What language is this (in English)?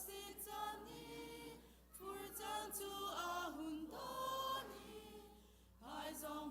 Hakha Chin